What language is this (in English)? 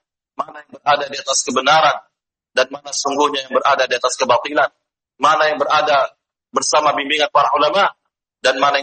Indonesian